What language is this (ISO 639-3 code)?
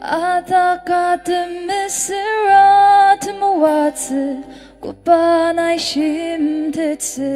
njo